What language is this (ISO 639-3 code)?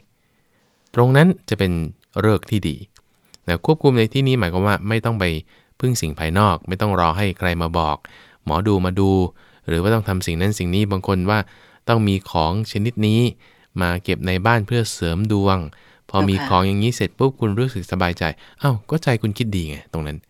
tha